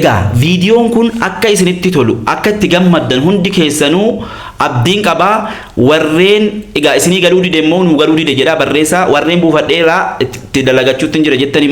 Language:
Oromo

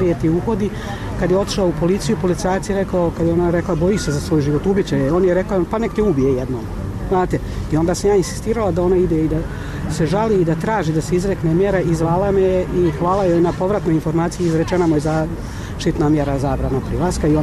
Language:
Bosnian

